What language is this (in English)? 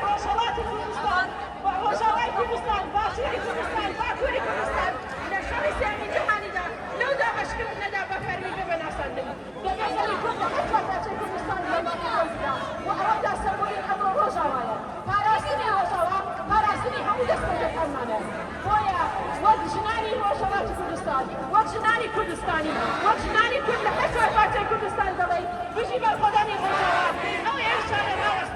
Kurdish